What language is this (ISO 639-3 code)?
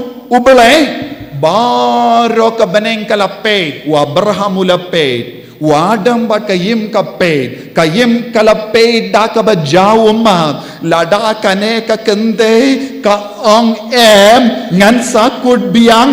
kha